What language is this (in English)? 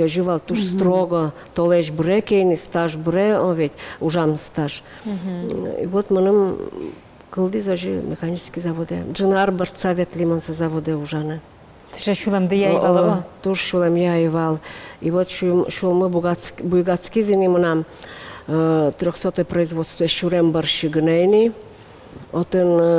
Udmurt